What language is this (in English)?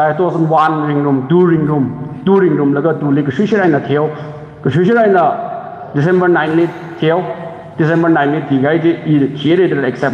Tangkhul Naga (India)